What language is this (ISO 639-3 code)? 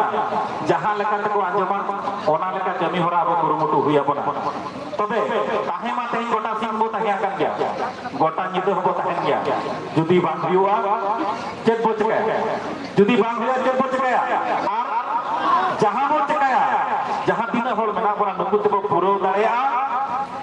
sat